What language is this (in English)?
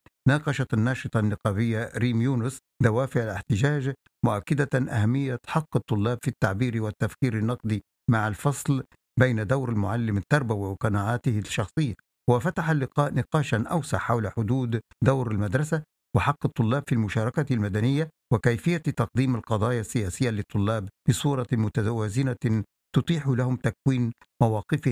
Arabic